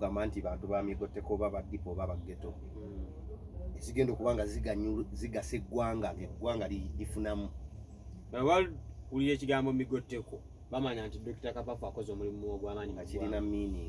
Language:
Ganda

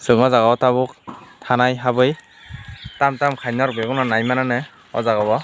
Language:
Kok Borok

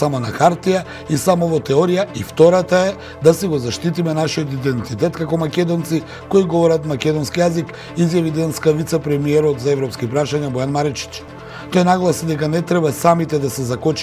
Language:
Macedonian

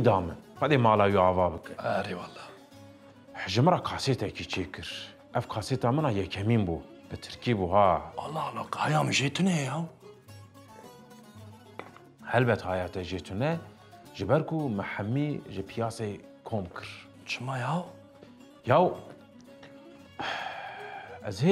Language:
Kurdish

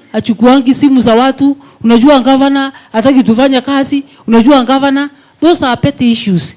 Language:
Meru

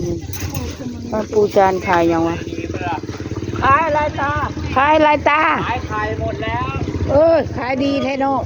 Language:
Northeastern Thai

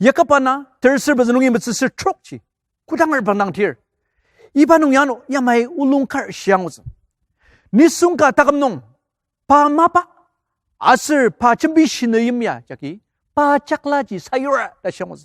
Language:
Ao Naga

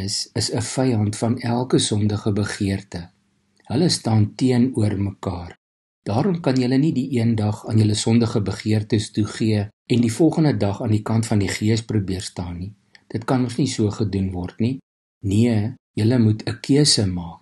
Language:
Afrikaans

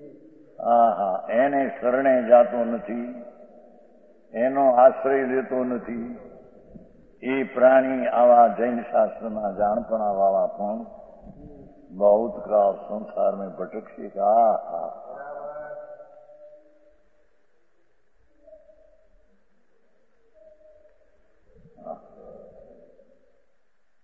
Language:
Gujarati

